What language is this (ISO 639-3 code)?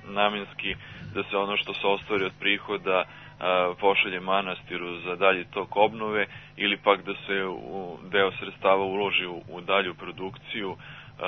srp